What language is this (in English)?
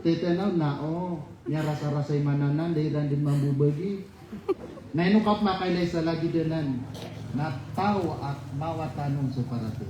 Maranao